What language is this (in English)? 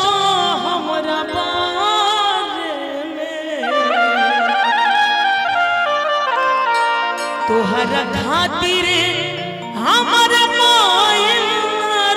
Bhojpuri